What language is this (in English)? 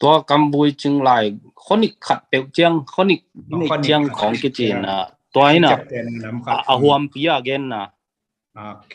Tedim Chin